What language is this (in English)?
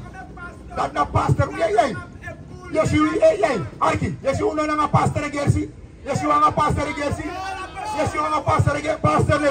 Sranan Tongo